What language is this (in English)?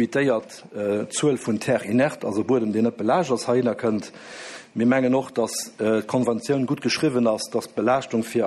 Luxembourgish